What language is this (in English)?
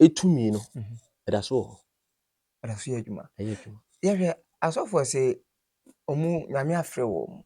Akan